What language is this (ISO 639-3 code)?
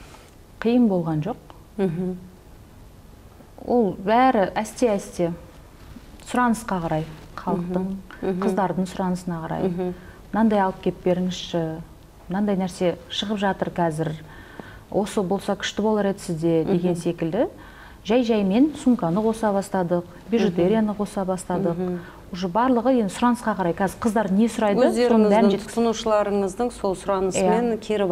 kaz